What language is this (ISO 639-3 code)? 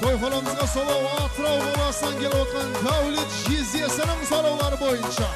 kaa